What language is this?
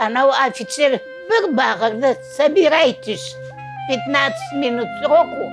Crimean Tatar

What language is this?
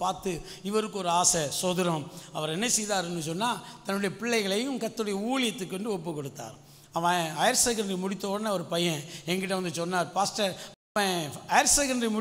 Tamil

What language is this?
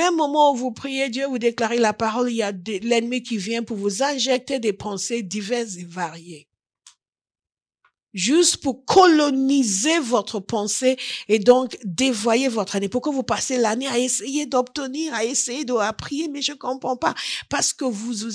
French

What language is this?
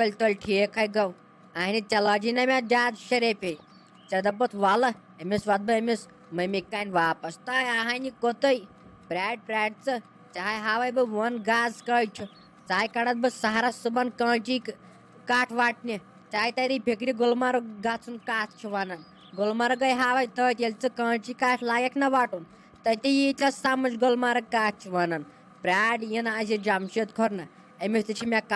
Kashmiri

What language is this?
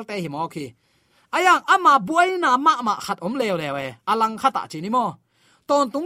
Tedim Chin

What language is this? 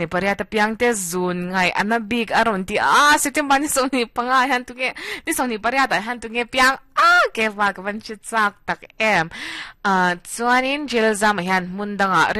Mizo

